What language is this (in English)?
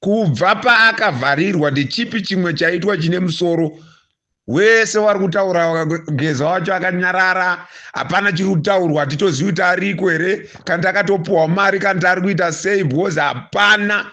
Shona